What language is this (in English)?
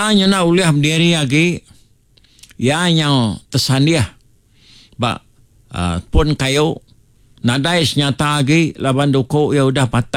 Iban